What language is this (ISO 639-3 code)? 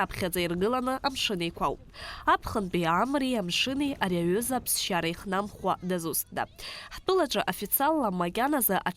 abk